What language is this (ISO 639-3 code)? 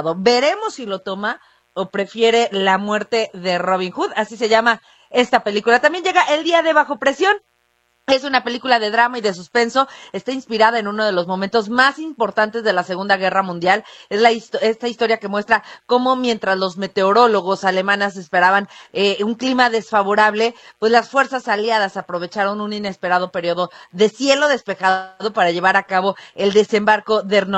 spa